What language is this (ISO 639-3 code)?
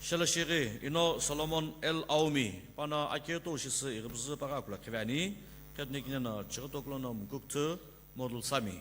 nsm